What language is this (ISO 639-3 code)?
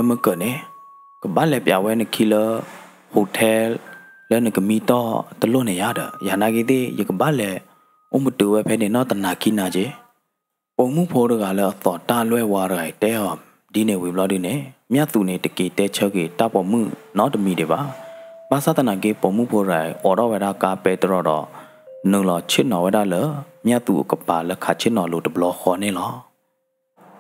ksw